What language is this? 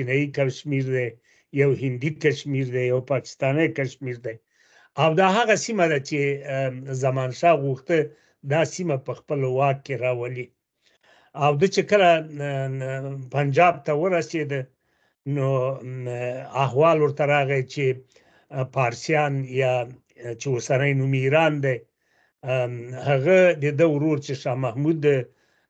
Pashto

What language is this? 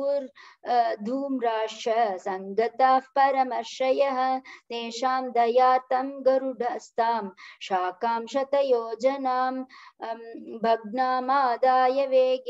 Sanskrit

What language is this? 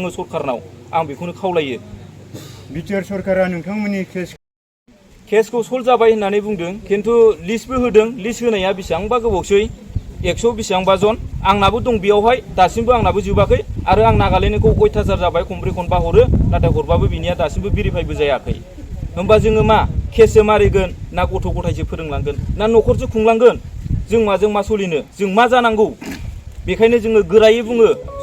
Bodo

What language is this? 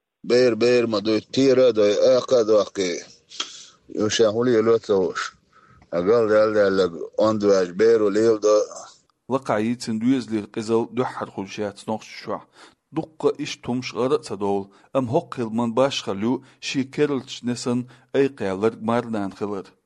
Chechen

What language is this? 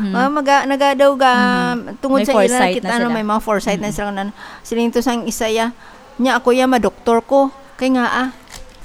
Hiligaynon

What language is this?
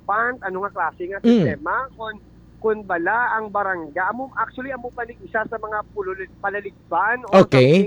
Hiligaynon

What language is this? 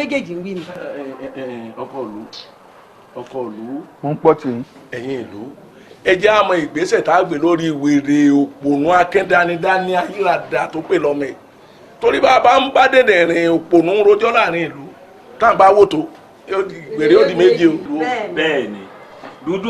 Yoruba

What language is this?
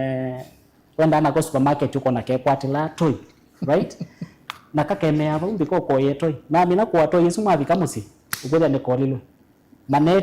Kamba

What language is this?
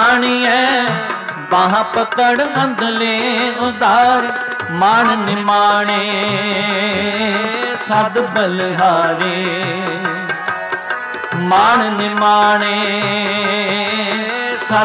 Punjabi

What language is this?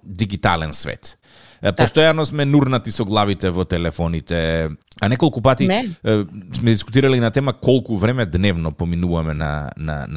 Macedonian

